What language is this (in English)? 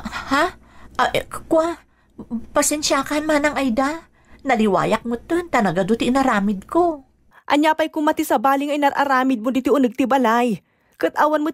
Iloko